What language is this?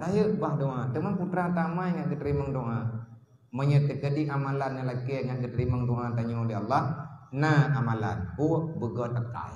Achinese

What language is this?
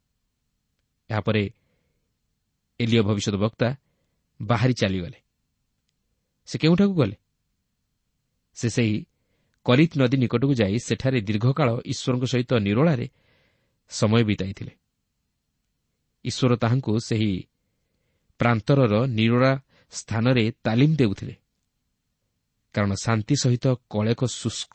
Odia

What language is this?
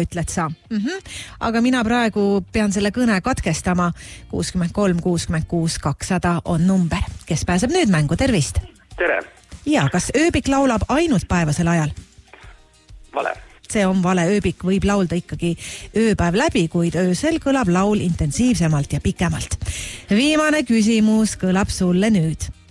Estonian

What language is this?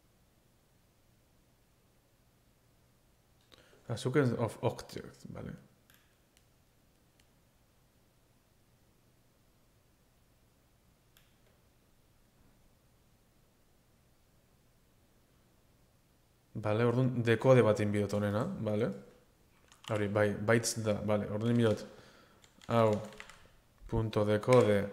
Basque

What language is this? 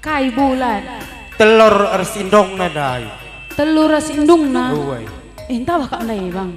Batak Karo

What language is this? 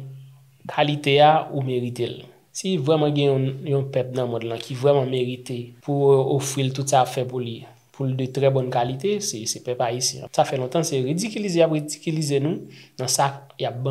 Haitian Creole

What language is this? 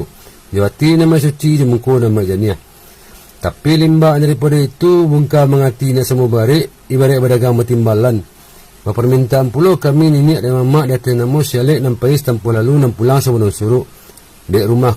Minangkabau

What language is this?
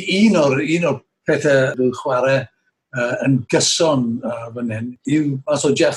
Welsh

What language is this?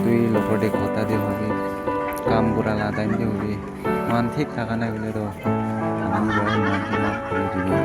Naga Pidgin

